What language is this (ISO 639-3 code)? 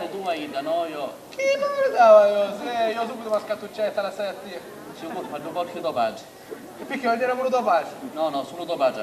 scn